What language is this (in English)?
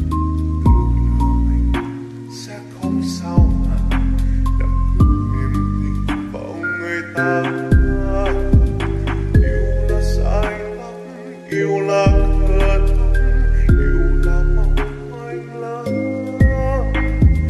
Vietnamese